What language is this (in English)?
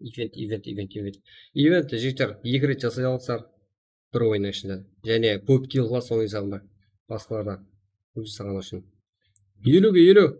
Kara-Kalpak